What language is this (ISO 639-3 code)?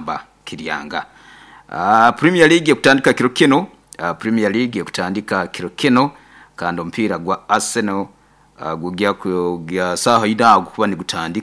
nyo